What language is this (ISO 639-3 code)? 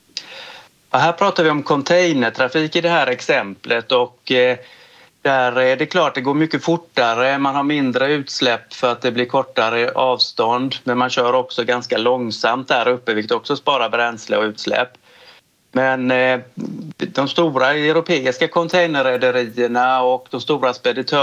swe